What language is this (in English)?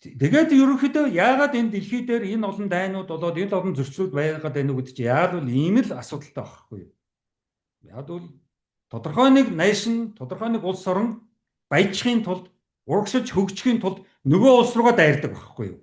Mongolian